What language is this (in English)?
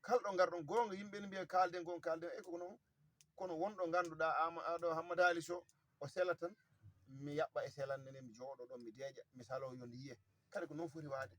Fula